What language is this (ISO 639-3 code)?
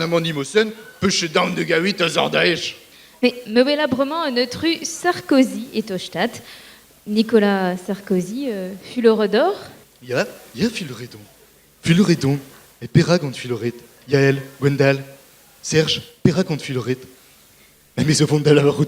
bre